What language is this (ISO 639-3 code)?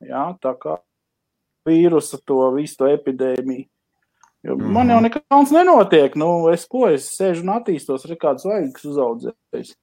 lav